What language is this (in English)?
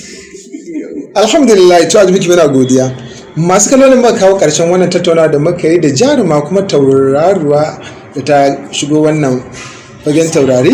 Hausa